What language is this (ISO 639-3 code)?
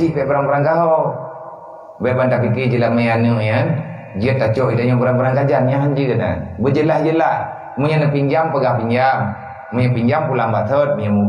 ace